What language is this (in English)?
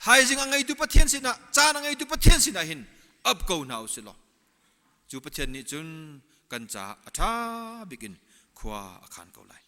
Hakha Chin